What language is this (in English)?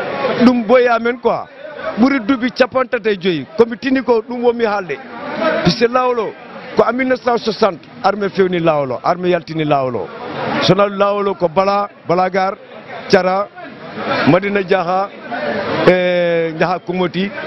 Fula